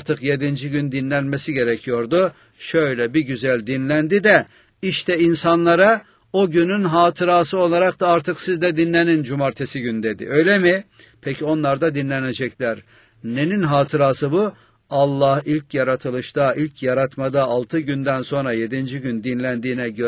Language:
Turkish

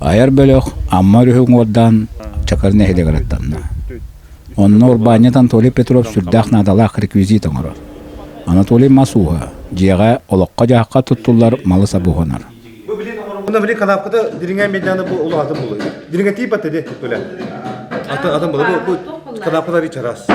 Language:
Yakut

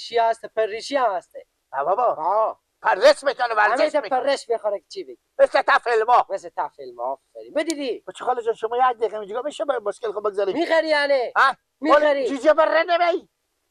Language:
Persian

